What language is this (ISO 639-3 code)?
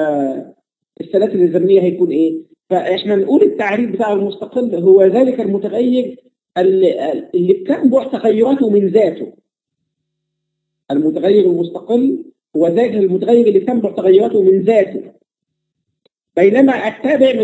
arz